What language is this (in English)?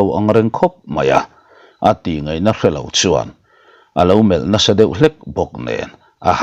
Mizo